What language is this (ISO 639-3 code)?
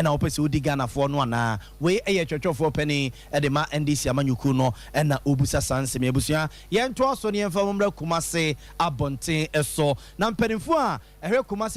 aka